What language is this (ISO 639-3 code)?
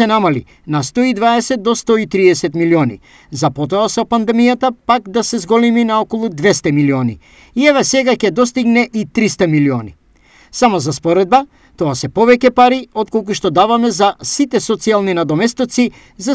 mkd